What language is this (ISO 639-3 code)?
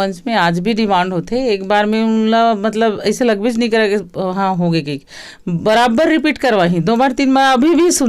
hne